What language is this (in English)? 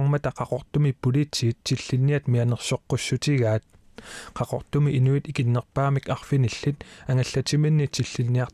Kalaallisut